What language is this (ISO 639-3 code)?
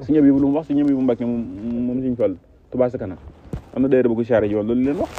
wol